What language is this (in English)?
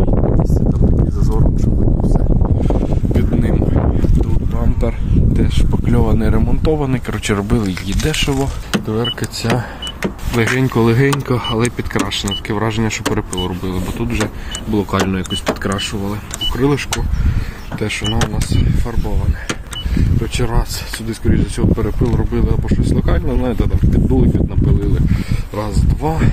Ukrainian